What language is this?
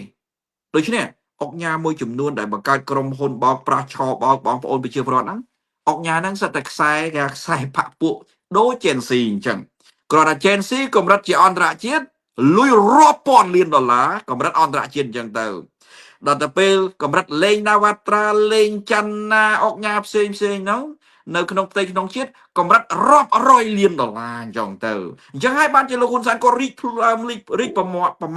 Khmer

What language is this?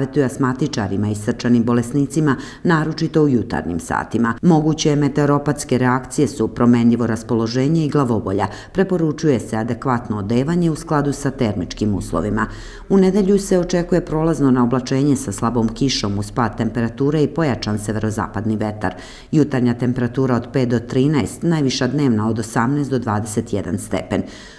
Serbian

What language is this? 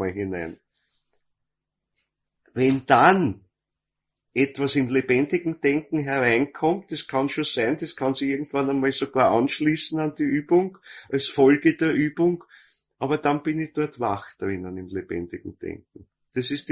German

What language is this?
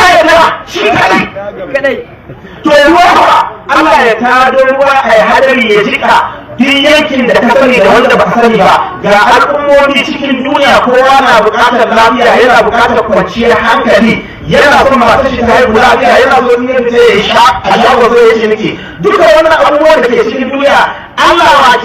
Hausa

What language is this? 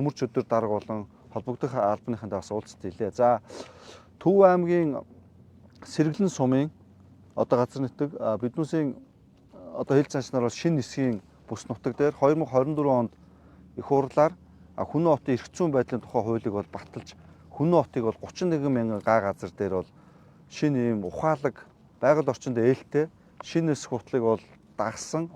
Mongolian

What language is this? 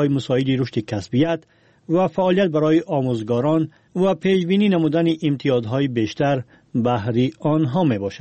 Persian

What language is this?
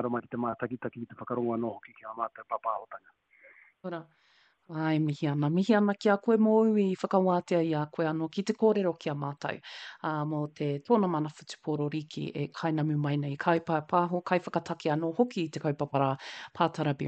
Māori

